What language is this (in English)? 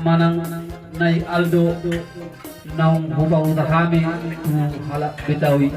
Batak Toba